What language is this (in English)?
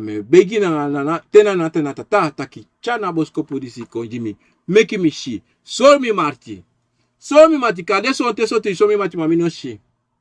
Sranan Tongo